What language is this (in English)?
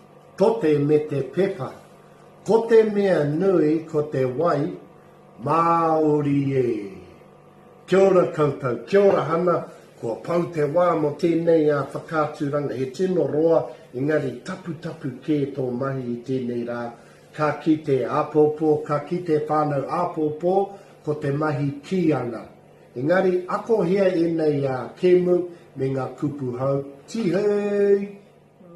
Māori